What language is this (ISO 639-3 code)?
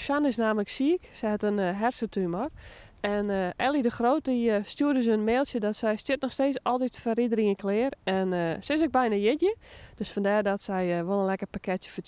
fry